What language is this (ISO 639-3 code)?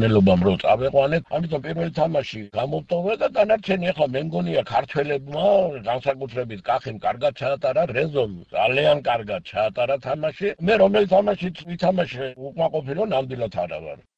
kat